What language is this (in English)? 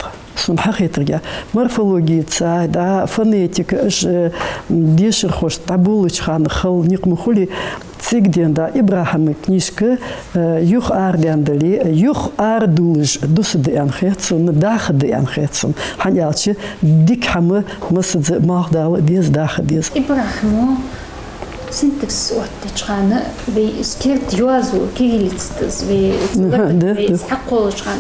Ingush